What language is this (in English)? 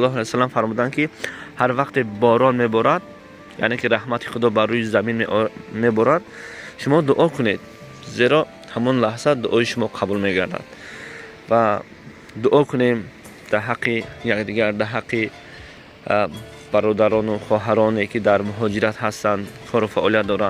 Tajik